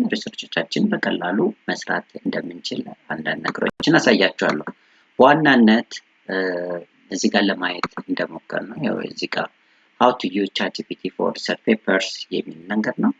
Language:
Amharic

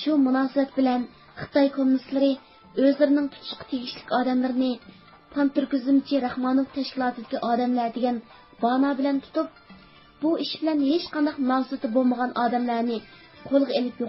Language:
Uyghur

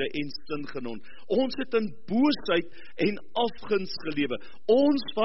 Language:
Afrikaans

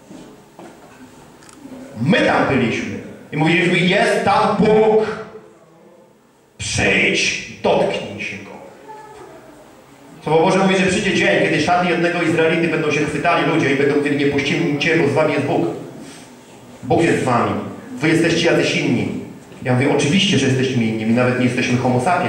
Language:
Polish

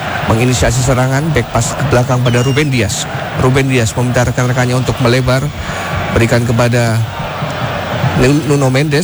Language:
Indonesian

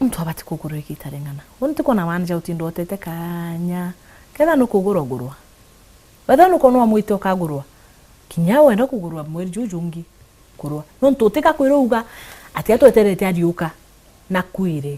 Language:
Meru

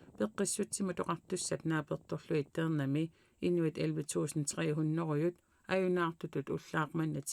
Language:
Kalaallisut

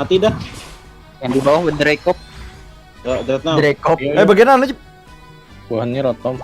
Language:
Banjar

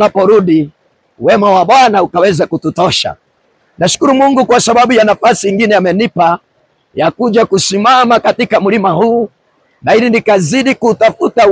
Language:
Swahili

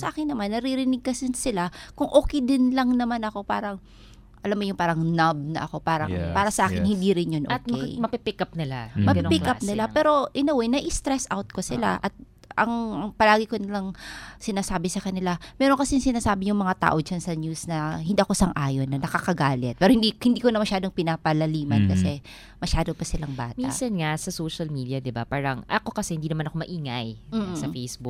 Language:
Filipino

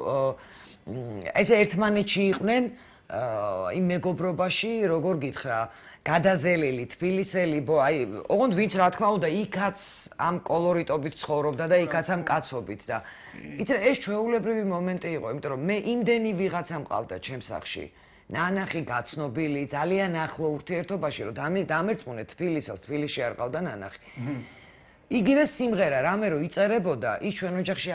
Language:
Georgian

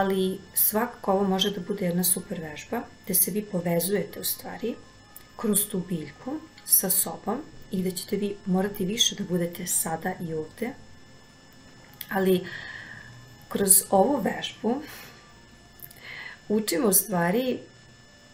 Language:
Serbian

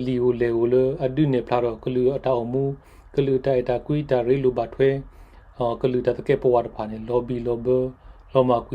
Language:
S'gaw Karen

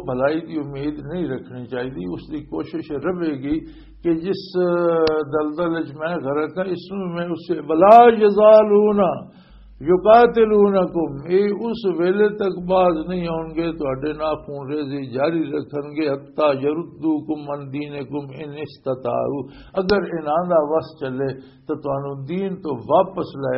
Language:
Western Panjabi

